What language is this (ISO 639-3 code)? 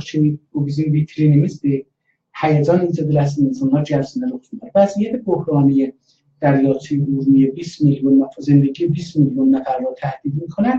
azb